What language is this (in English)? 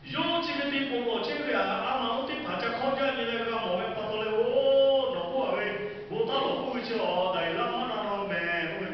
Lahu